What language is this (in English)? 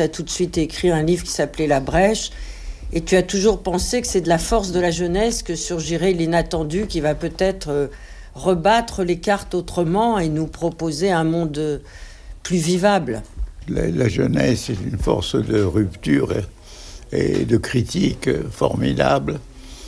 French